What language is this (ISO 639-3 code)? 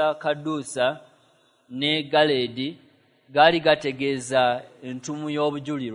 lug